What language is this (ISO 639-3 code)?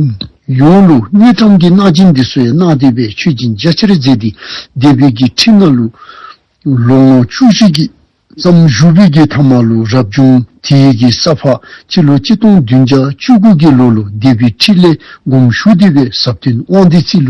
dzo